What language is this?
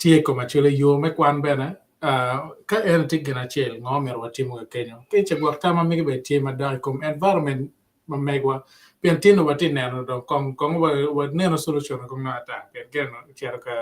Acoli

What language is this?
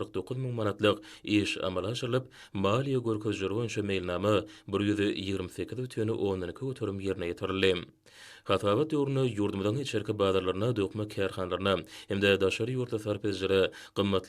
Turkmen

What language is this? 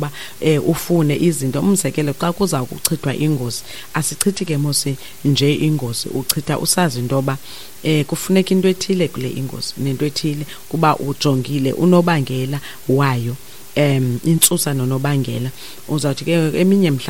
Xhosa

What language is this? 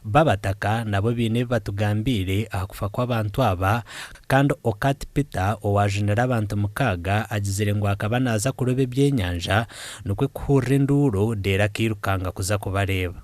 Nyankole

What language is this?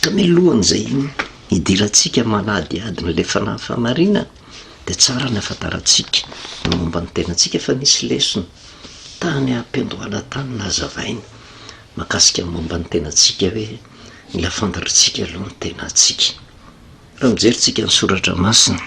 Malagasy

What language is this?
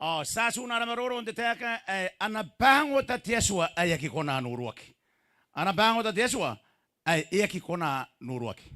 Gilbertese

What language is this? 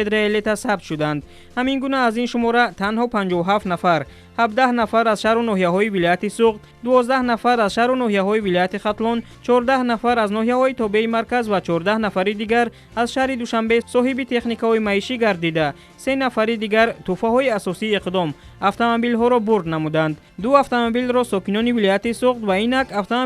Tajik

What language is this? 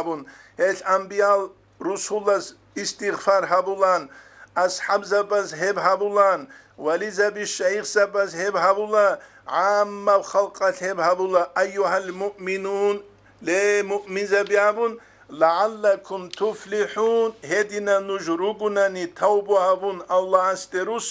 Avaric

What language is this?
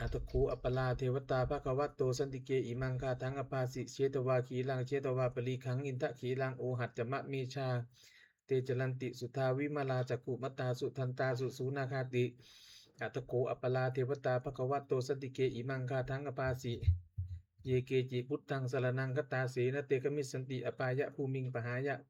Pali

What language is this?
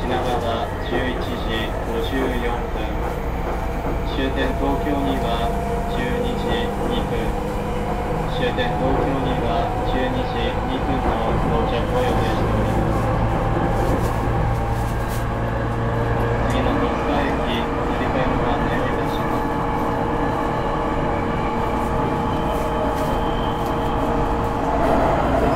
Japanese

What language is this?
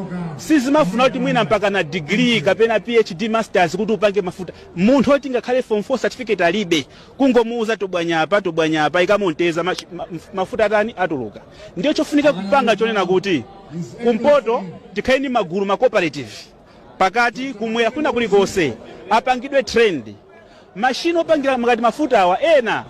Nyanja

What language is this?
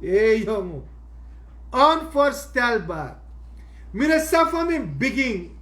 Sranan Tongo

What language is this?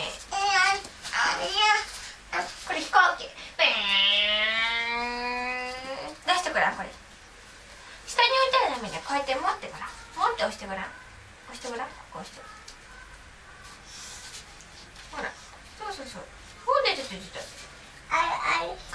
Japanese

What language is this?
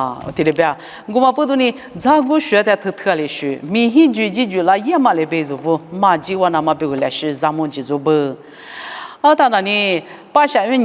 Lisu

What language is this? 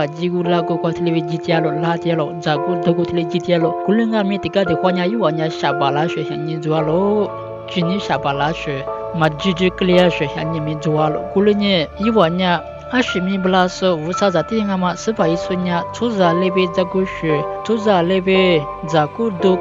Lisu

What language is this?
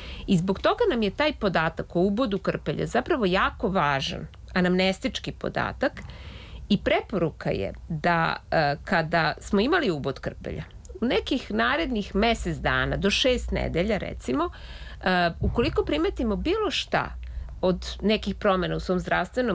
Serbian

